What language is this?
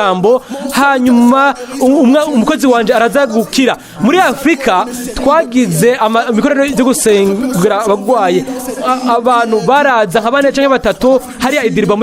Rundi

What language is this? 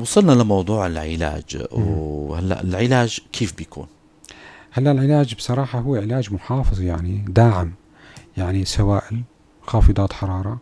North Levantine Arabic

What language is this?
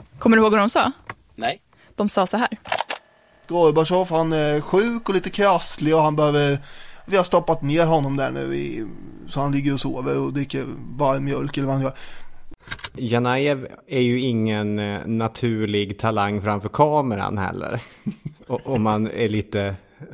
Swedish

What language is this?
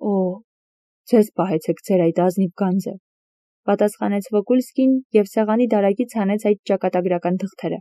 Armenian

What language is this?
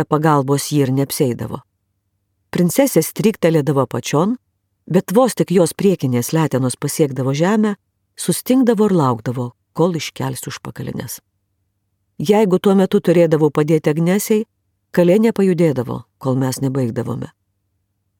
Lithuanian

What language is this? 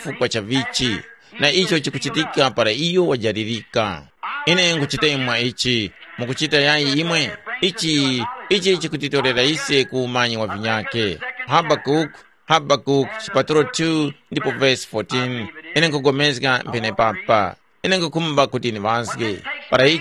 Tumbuka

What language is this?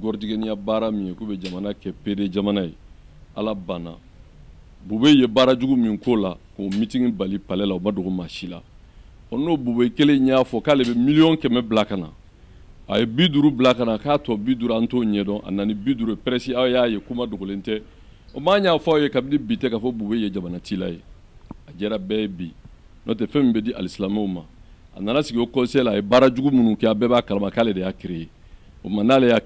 Bambara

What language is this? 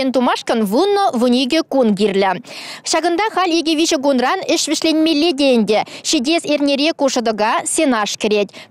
Chuvash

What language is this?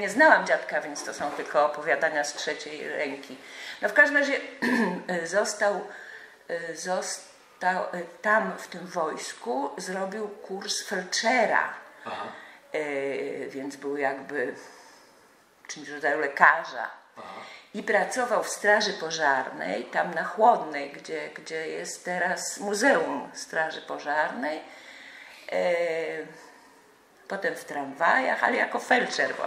Polish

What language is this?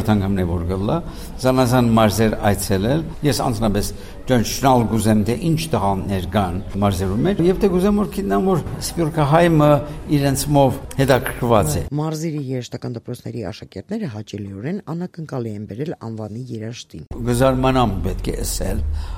Armenian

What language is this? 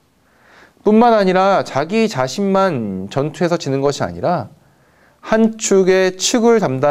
Korean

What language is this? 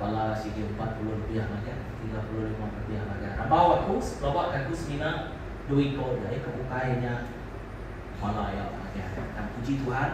Iban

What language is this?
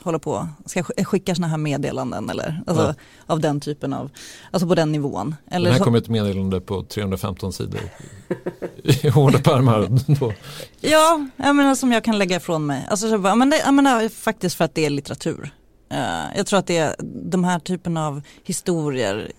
Swedish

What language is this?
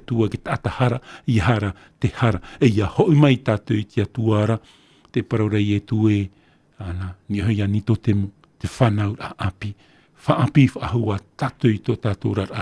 Tahitian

